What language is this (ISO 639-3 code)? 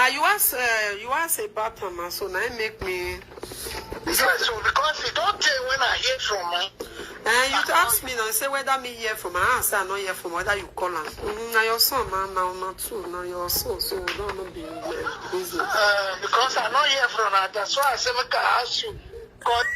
pcm